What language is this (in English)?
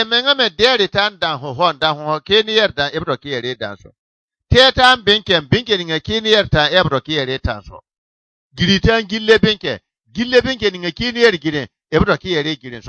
Bissa